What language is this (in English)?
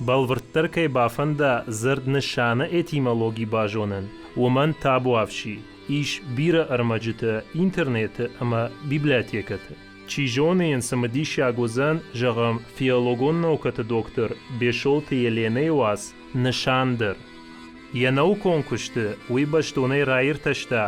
Ossetic